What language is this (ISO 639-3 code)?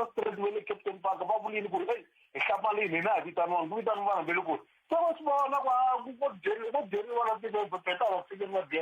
tso